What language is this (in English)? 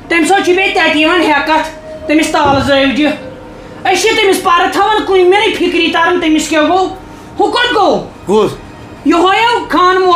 Kashmiri